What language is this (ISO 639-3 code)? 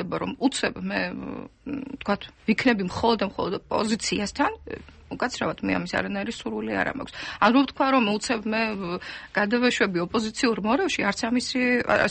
kat